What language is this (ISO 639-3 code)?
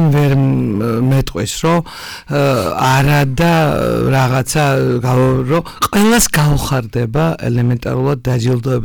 kat